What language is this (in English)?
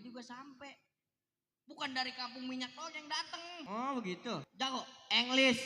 Betawi